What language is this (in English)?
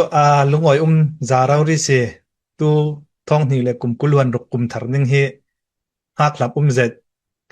Falam Chin